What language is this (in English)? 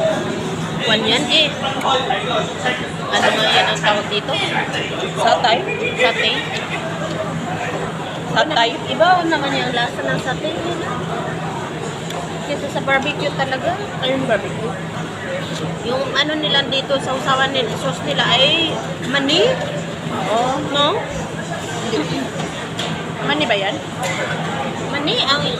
Filipino